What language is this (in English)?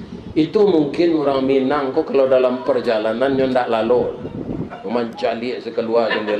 Minangkabau